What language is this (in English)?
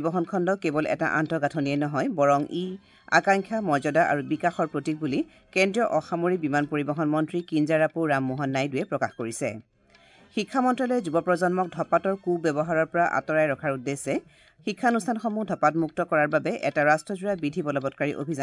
Assamese